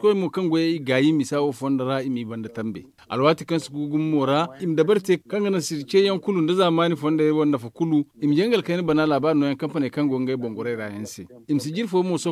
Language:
Zarma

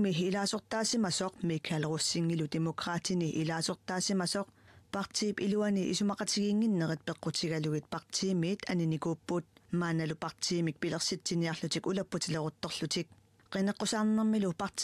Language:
Kalaallisut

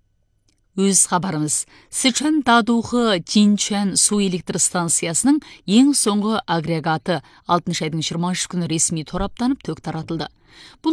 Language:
Kazakh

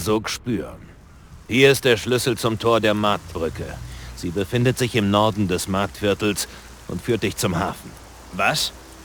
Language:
Bavarian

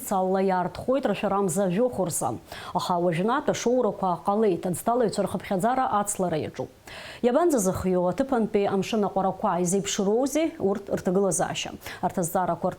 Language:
Abkhazian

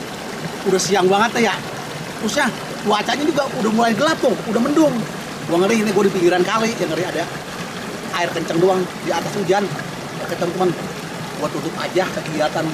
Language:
Betawi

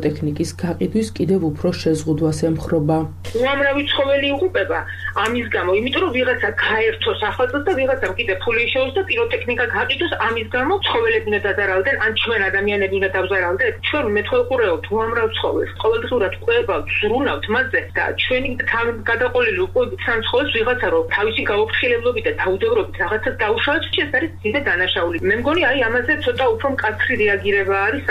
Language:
Georgian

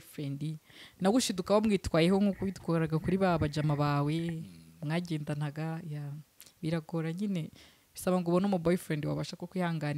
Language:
Kinyarwanda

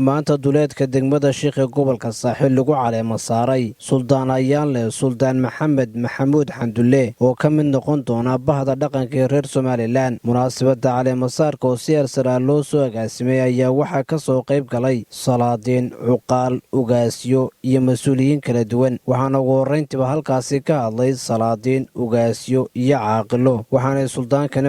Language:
Somali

